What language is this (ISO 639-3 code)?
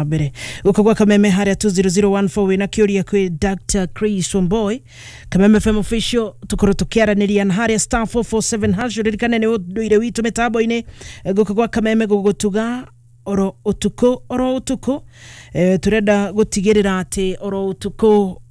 kik